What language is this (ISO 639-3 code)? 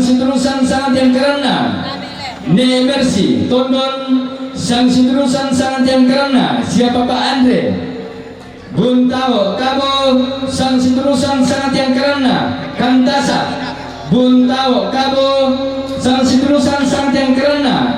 sda